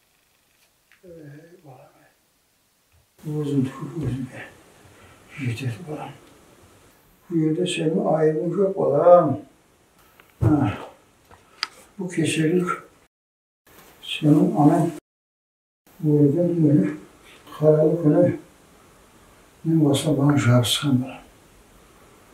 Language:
Kara-Kalpak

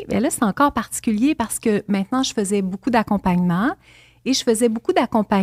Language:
French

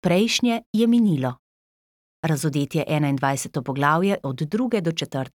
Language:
Slovenian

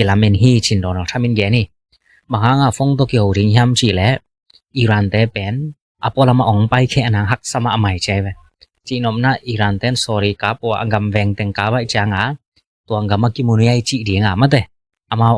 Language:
Tedim Chin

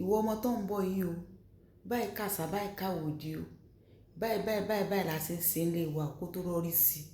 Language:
Yoruba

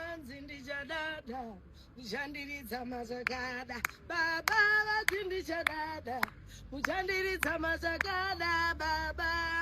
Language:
Shona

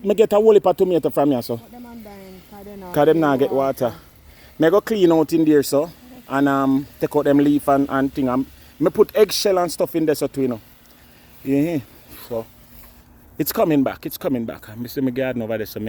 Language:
Jamaican Creole English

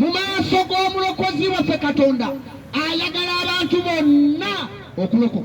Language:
Ganda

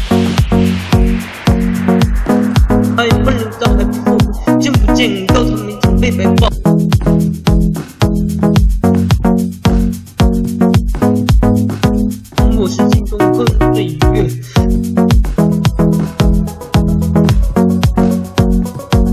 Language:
Chinese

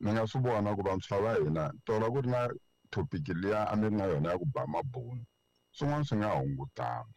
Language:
Tsonga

